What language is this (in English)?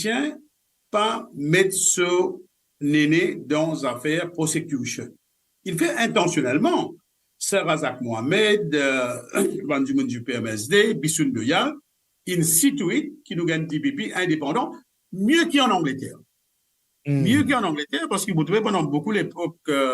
Morisyen